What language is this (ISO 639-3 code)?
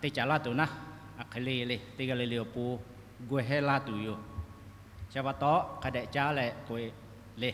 lhu